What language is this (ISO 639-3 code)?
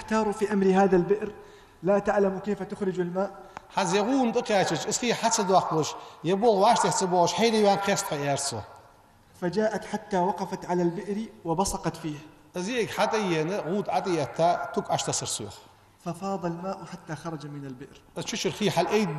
inh